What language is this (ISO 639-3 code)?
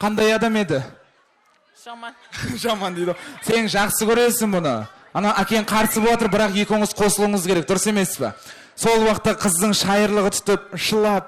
kaa